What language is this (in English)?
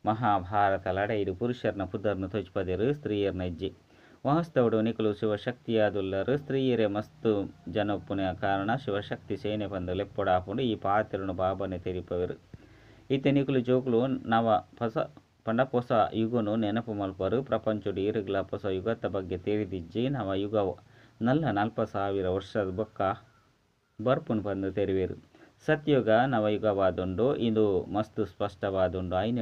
Tulu